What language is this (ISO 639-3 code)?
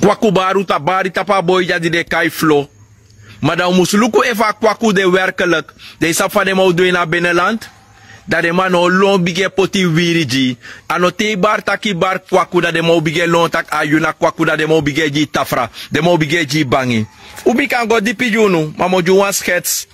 srn